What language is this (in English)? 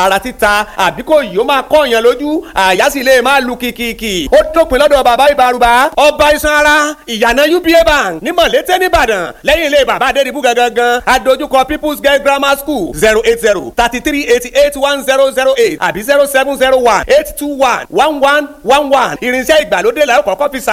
Yoruba